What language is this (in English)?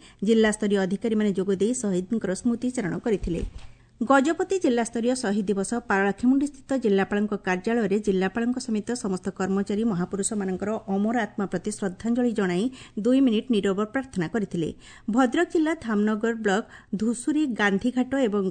Odia